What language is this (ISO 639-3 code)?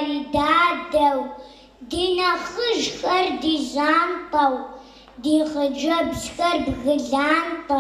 kbd